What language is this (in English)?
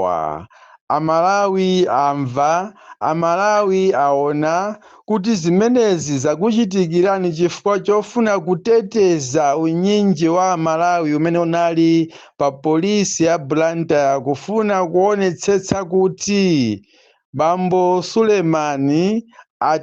Nyanja